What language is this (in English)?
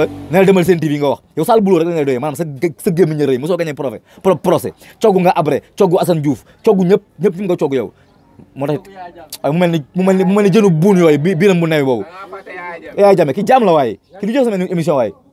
Wolof